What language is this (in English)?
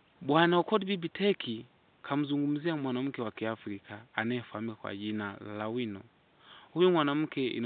Swahili